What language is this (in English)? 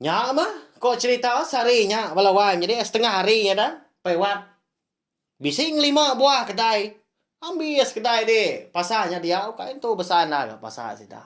Iban